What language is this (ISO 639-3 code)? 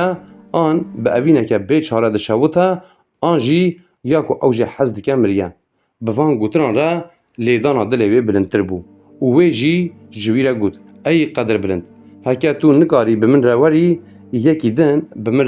kur